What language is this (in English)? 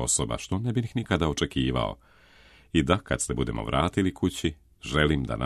Serbian